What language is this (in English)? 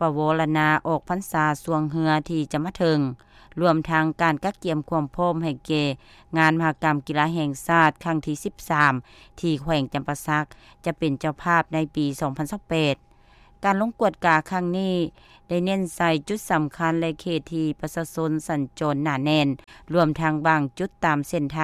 Lao